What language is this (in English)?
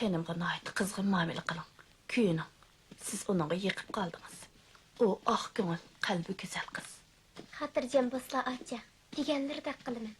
Uyghur